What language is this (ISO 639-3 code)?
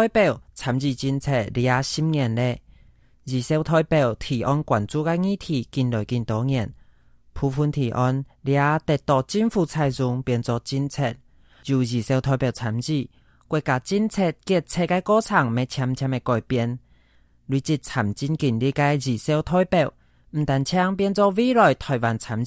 hak